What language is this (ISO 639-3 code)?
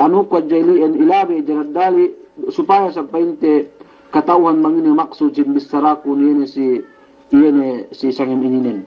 yka